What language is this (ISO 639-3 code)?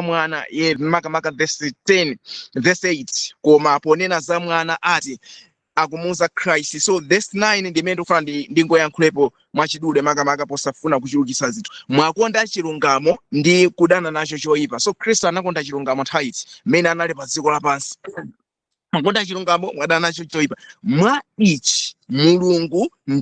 nya